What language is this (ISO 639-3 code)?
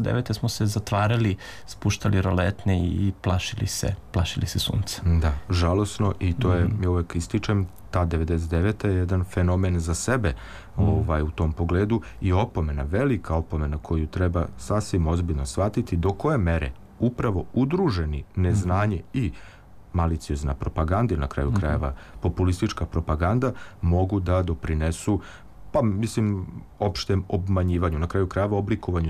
srp